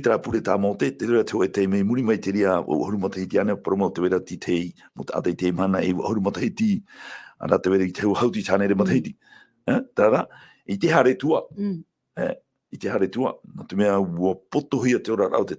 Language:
Tahitian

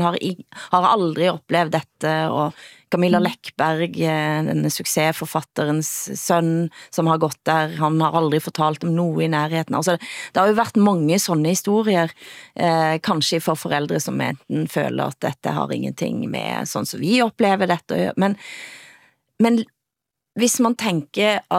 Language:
Danish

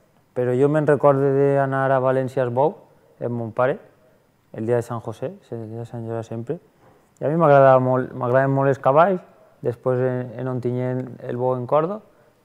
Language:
Catalan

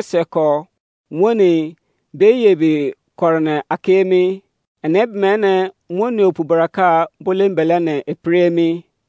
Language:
Izon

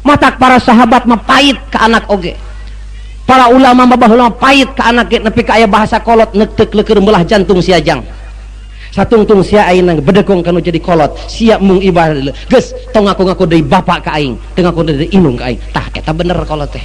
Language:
Sundanese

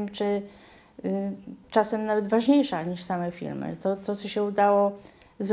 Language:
Polish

